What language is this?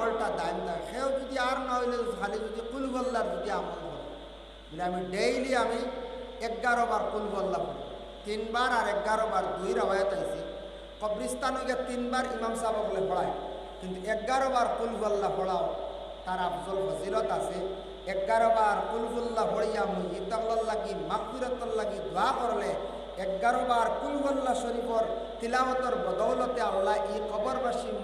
Sylheti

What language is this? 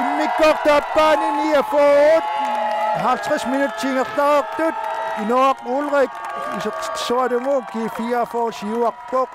Kalaallisut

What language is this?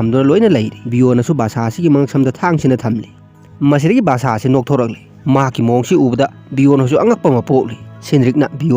Manipuri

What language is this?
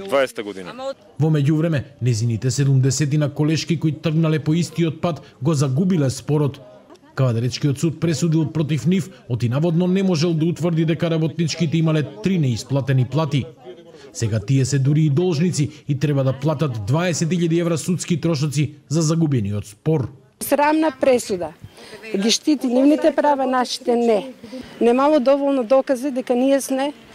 Macedonian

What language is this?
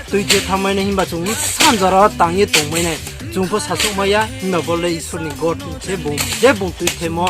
Riang (India)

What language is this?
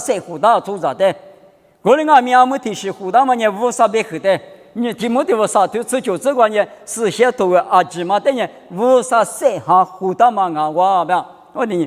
Lisu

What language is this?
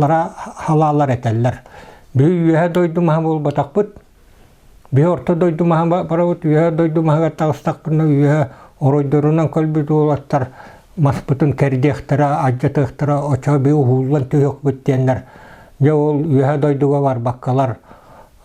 Yakut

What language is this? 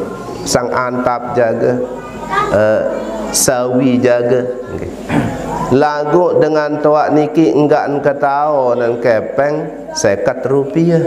Sasak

